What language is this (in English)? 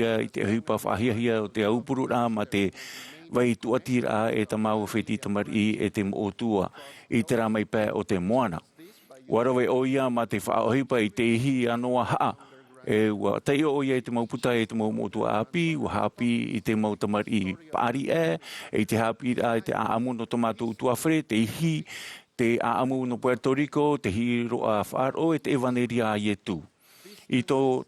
Tahitian